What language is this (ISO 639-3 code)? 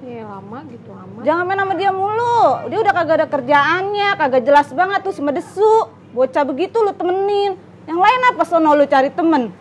bew